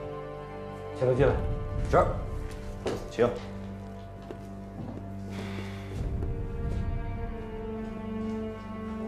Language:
Chinese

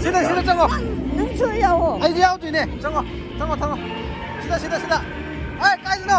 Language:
Manipuri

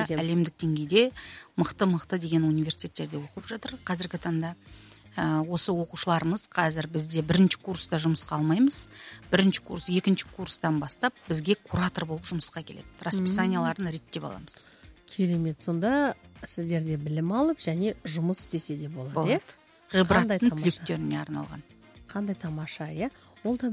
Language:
Kazakh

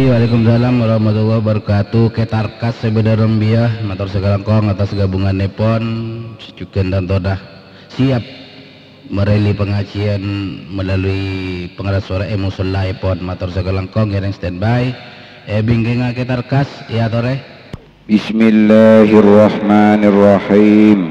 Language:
Madurese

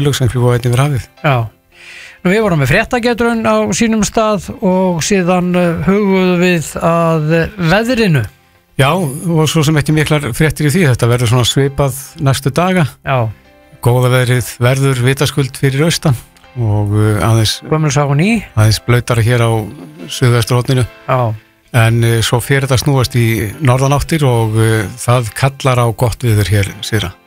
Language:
Icelandic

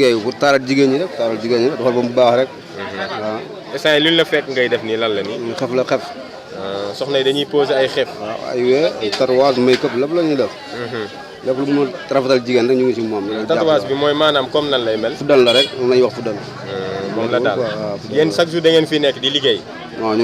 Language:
Wolof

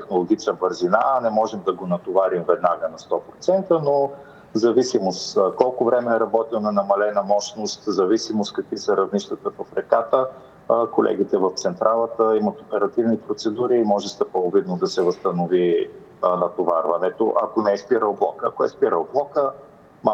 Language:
Bulgarian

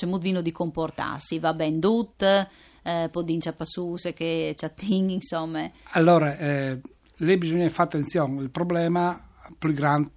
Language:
Friulian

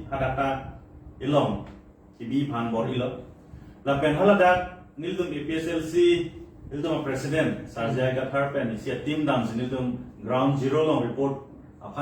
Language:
Karbi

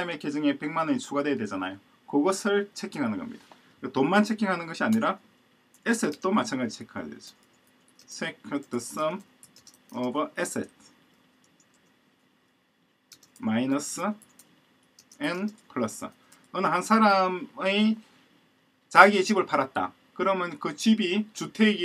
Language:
Korean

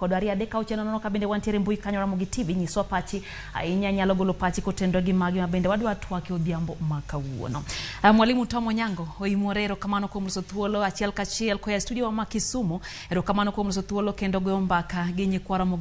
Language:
Luo (Kenya and Tanzania)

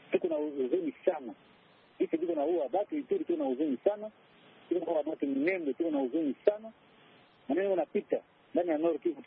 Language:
Swahili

